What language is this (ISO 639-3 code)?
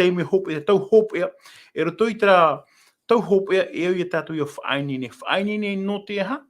tah